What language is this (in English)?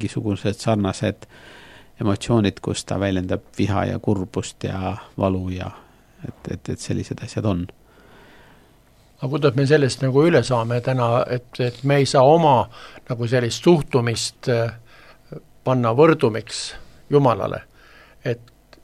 Estonian